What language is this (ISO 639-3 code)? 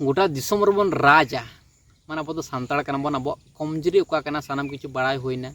sat